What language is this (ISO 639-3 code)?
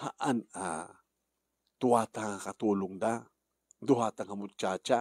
ilo